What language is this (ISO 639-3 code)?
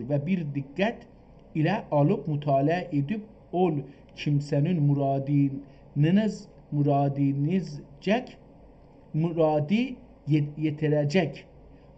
azb